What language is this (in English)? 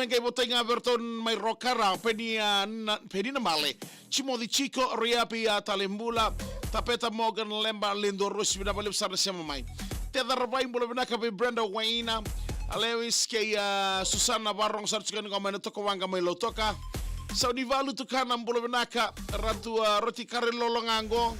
Fijian